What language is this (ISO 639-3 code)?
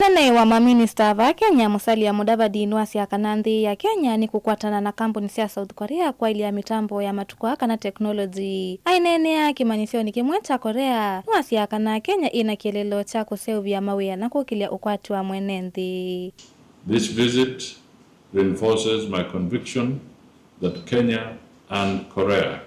kam